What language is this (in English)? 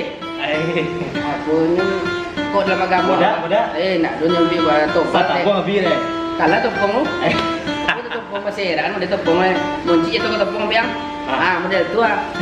Minangkabau